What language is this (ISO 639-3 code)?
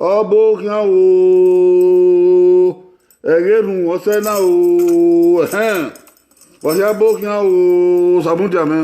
bin